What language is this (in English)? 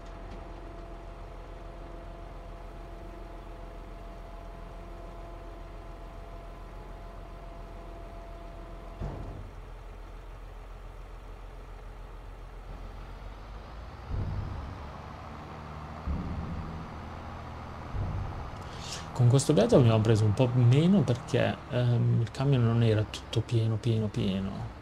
Italian